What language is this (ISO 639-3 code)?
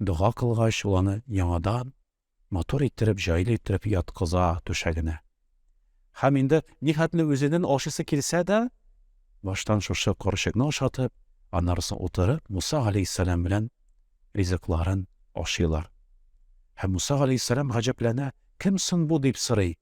tat